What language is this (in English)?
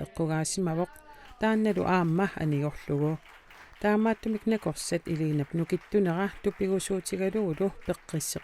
Kalaallisut